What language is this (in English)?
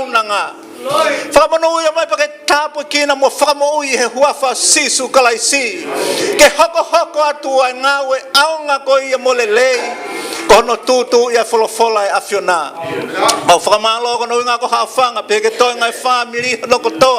Tongan